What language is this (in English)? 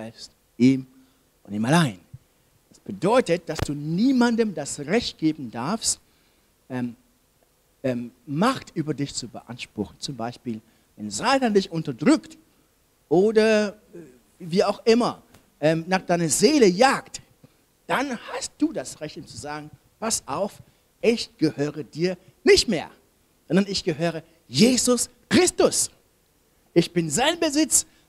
German